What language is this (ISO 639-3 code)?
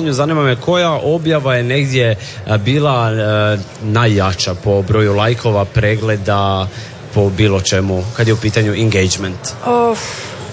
hrv